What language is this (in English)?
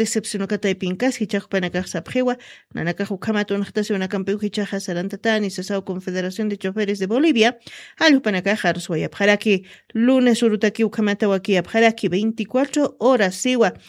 Aymara